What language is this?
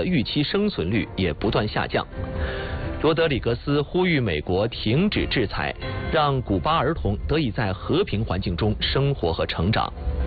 Chinese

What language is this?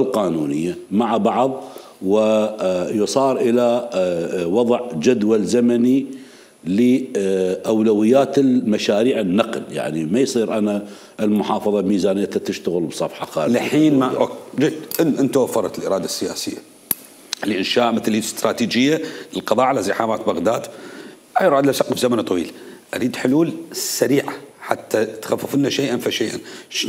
Mesopotamian Arabic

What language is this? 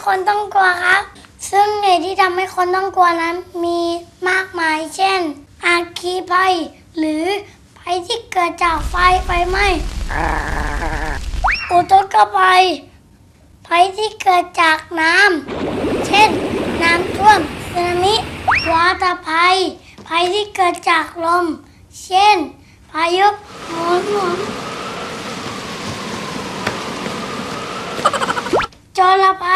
Thai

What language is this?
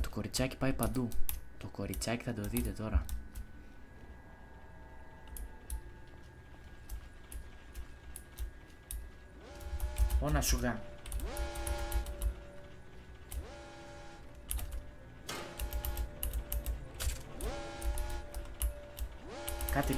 Greek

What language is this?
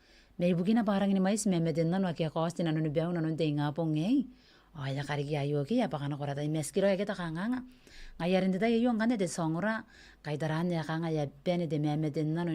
Gilbertese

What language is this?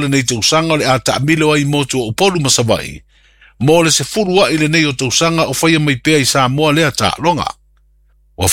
Samoan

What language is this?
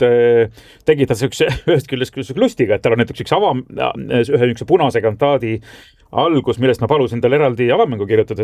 Estonian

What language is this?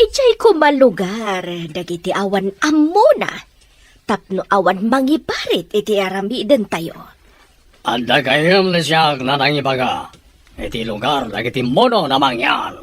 Iloko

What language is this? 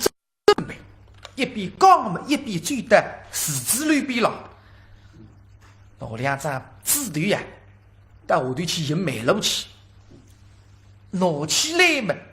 Wu Chinese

